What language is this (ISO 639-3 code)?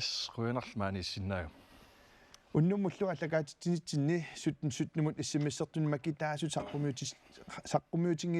kal